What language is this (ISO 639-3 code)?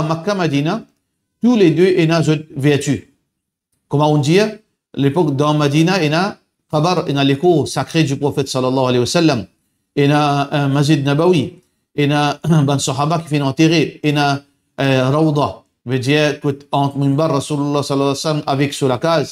mfe